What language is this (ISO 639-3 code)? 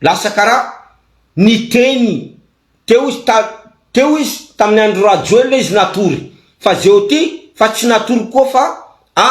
mlg